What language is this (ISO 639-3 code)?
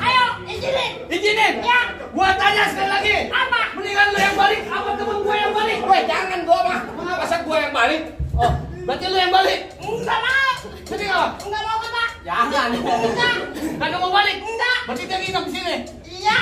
bew